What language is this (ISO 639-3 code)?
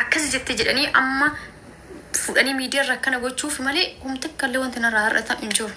orm